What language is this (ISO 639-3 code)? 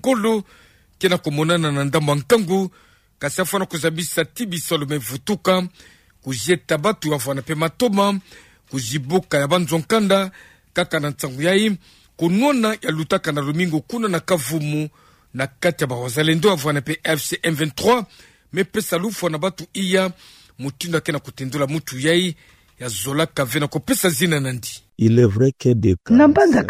ktu